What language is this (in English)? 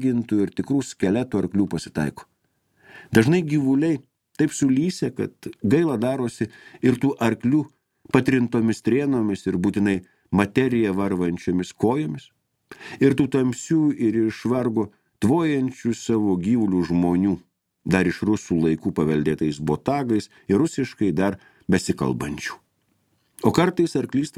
Lithuanian